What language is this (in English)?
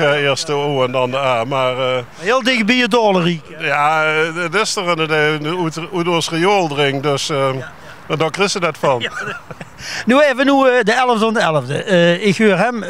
Limburgish